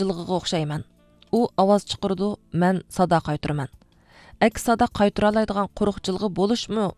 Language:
Uyghur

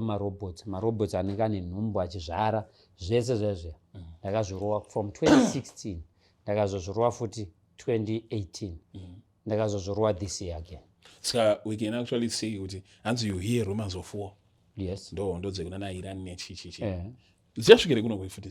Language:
Shona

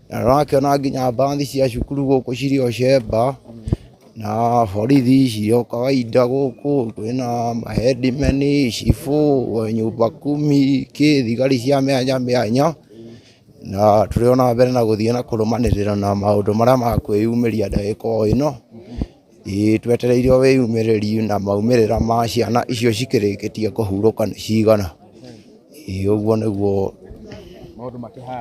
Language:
Kikuyu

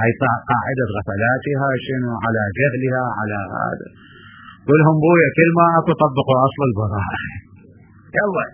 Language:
Mesopotamian Arabic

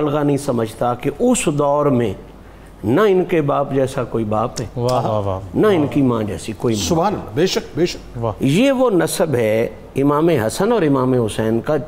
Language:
Urdu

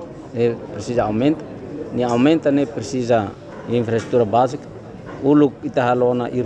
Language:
Tetum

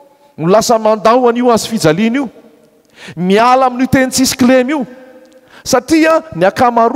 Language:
Malagasy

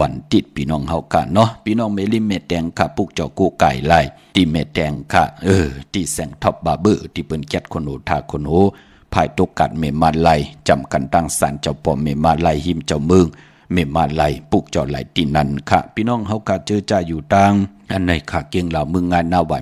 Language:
Shan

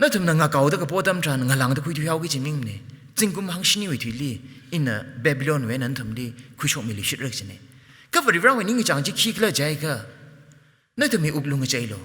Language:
Tangkhul Naga (India)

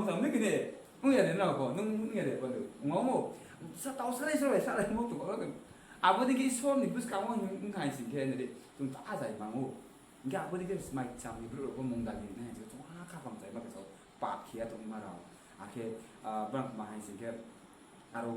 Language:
Riang (India)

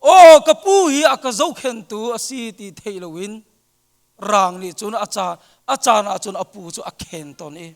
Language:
Hakha Chin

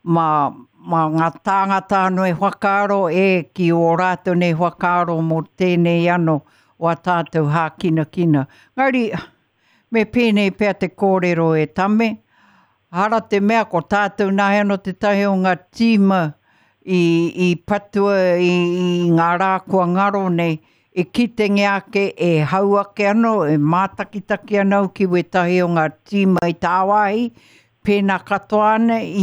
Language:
Māori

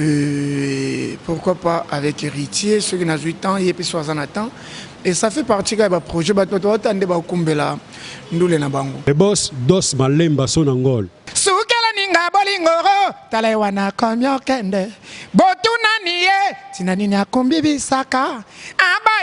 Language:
Lingala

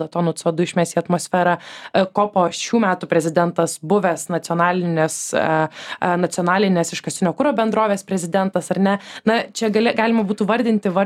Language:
Lithuanian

